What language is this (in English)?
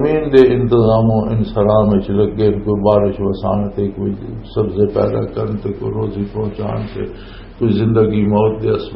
Western Panjabi